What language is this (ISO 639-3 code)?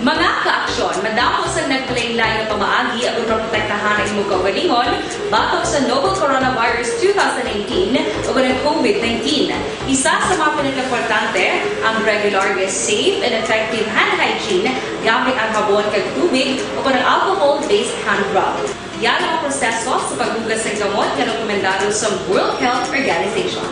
hil